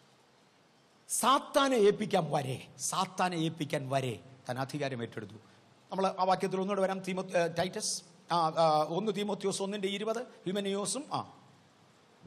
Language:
Malayalam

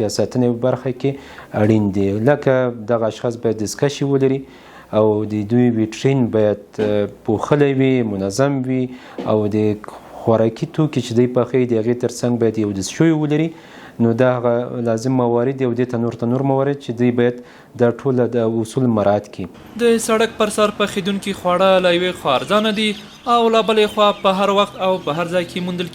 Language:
Pashto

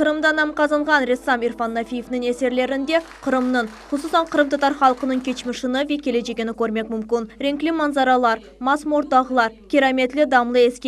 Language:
Crimean Tatar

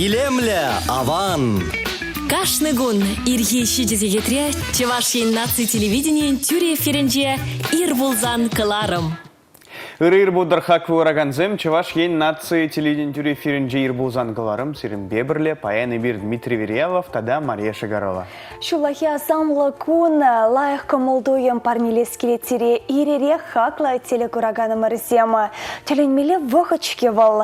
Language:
Chuvash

